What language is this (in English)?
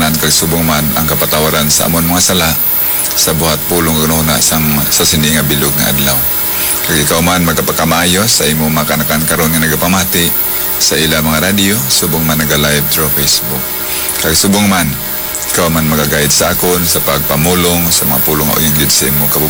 Hiligaynon